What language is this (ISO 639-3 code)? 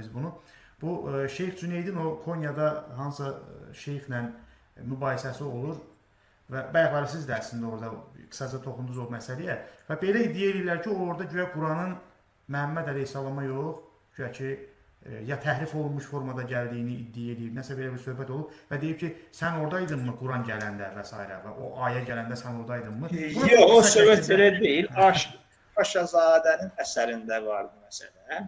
aze